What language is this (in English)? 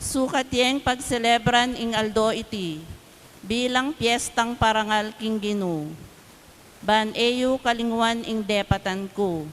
Pampanga